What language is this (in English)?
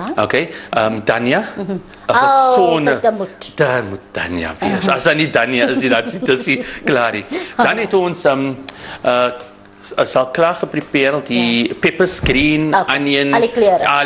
Afrikaans